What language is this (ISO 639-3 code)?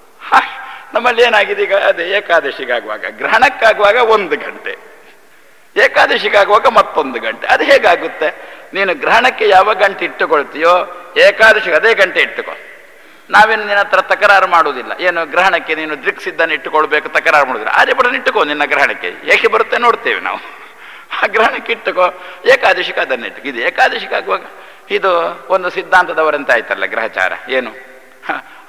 kan